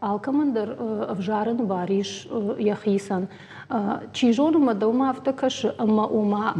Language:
Ossetic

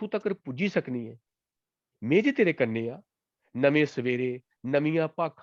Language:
Dogri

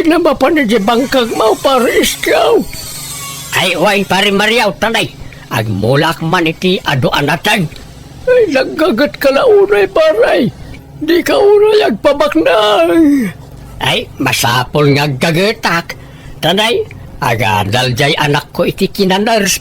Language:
Iloko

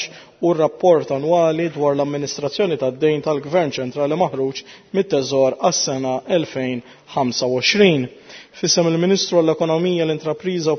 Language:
Maltese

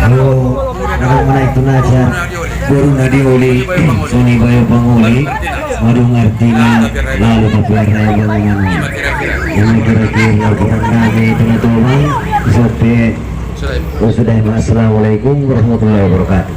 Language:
Batak Angkola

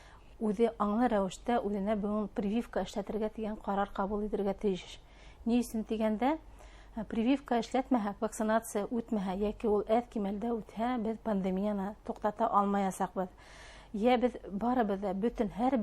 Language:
Bashkir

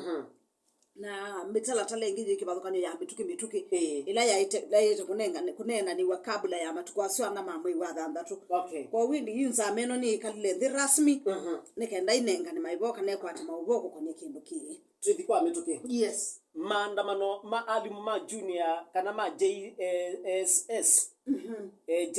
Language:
Kamba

